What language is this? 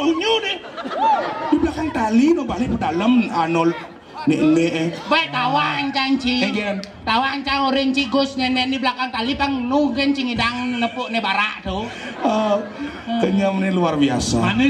Balinese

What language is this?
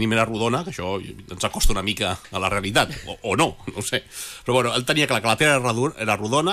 Catalan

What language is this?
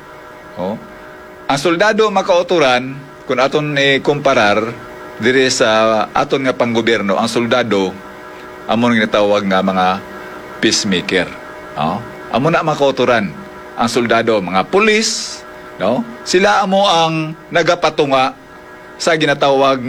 Hiligaynon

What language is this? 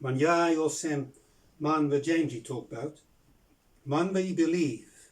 Bislama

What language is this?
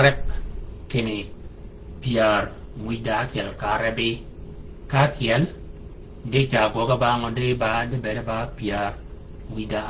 Shilluk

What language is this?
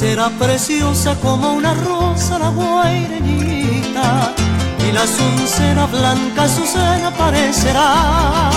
Guarani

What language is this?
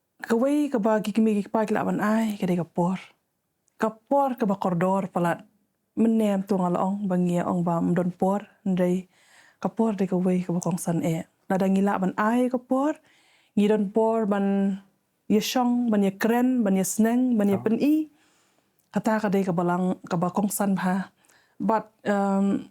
Khasi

